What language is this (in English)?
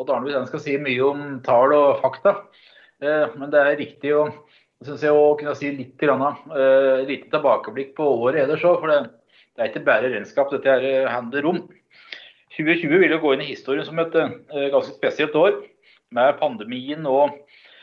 Norwegian